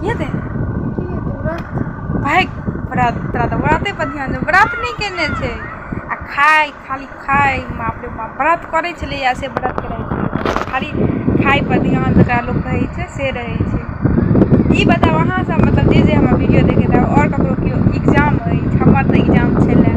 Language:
Maithili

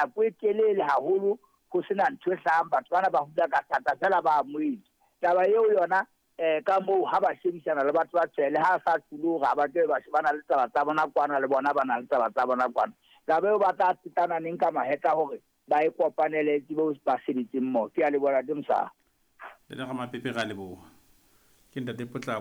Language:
Southern Sotho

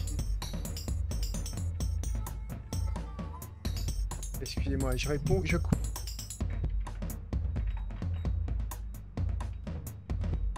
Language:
French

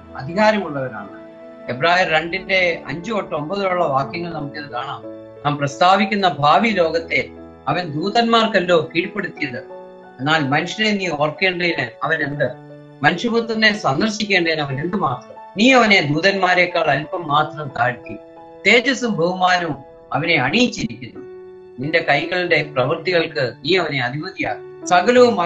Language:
Malayalam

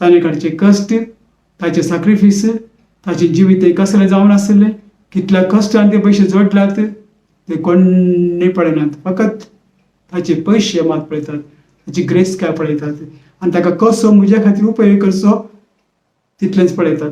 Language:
Konkani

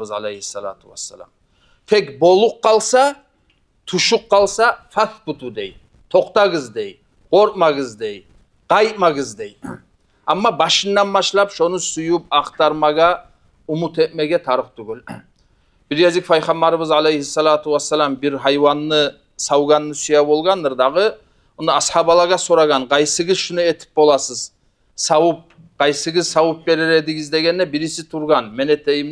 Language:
Kumyk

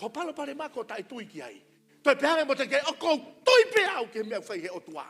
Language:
Tongan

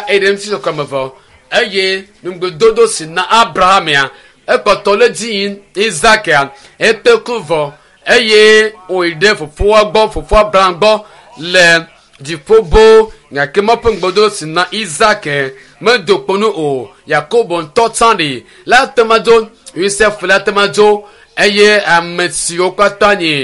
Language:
Ewe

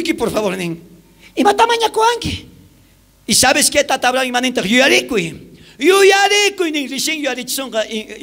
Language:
South Bolivian Quechua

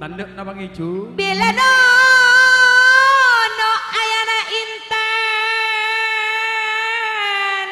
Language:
Madurese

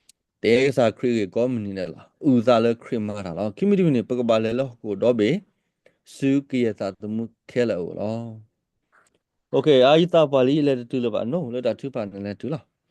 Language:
S'gaw Karen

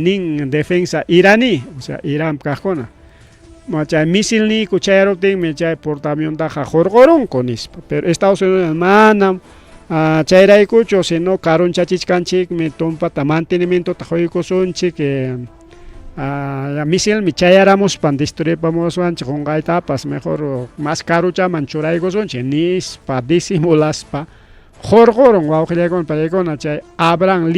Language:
Ayacucho Quechua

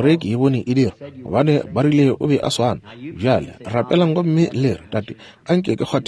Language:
Northern Sotho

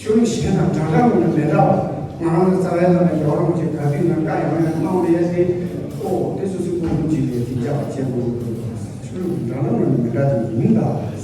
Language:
Tibetan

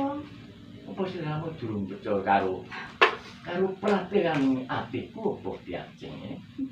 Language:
Javanese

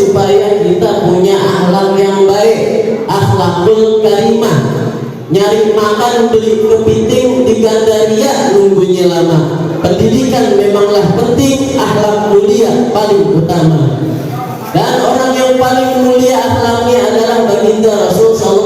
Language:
Betawi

